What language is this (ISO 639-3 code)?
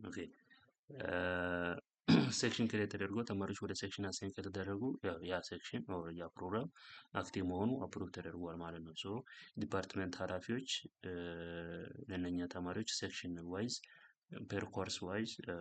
amh